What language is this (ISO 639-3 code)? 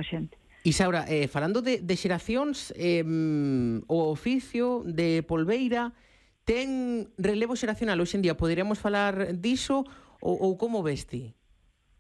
glg